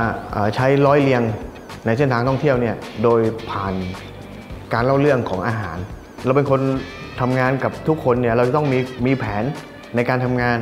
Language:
Thai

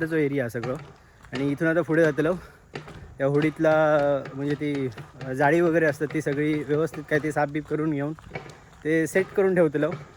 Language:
Konkani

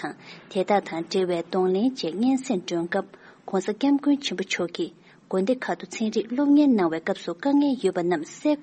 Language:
Tibetan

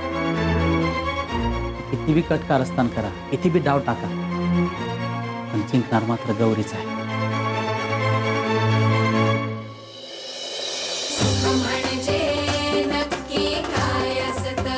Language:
Marathi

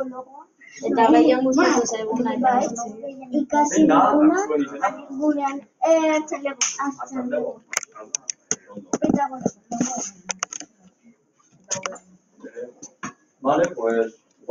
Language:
Basque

